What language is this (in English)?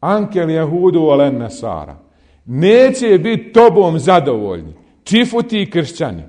Bosnian